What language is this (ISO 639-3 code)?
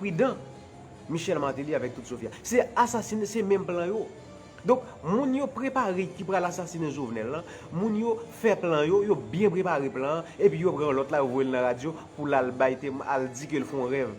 hat